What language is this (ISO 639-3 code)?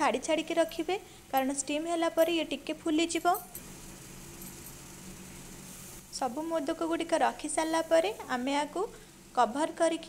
ori